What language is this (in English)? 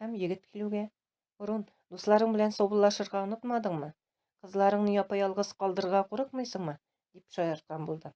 Tatar